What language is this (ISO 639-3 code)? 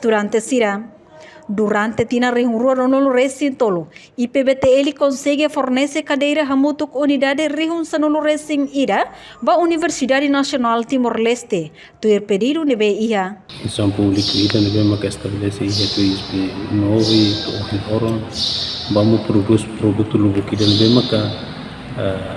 tet